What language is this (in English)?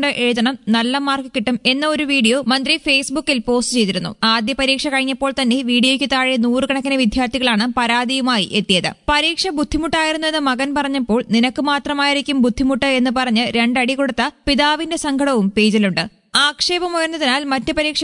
Malayalam